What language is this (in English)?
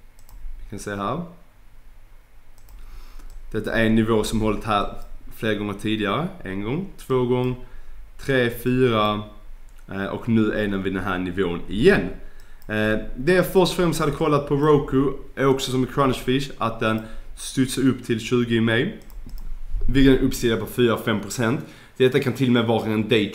Swedish